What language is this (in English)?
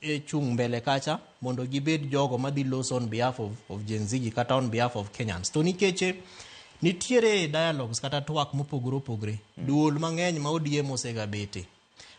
Luo (Kenya and Tanzania)